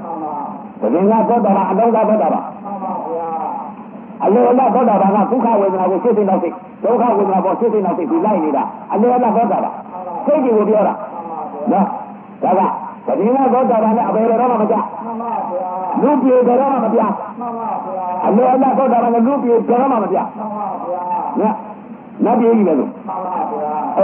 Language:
Burmese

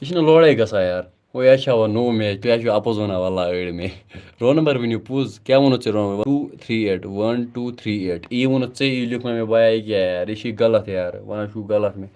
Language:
Kashmiri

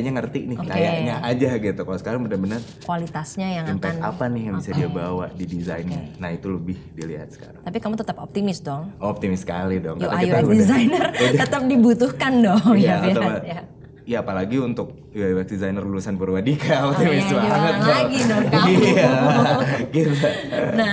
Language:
Indonesian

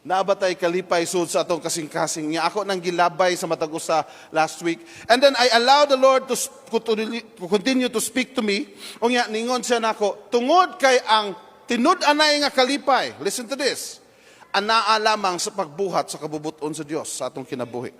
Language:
Cebuano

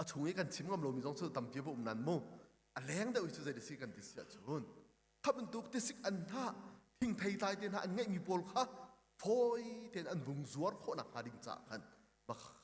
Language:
Hakha Chin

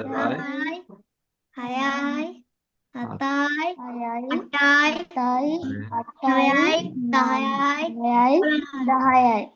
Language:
Sinhala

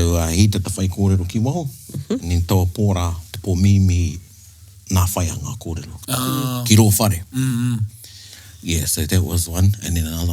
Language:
Māori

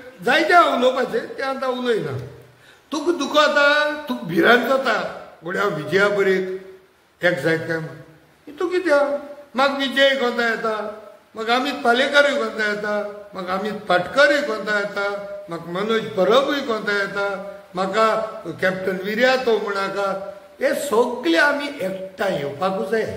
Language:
Konkani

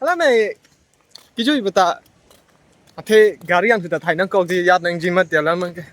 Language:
Karbi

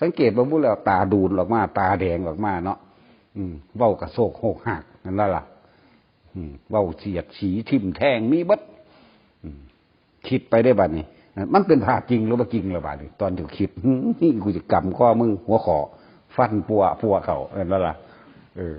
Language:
Northeastern Thai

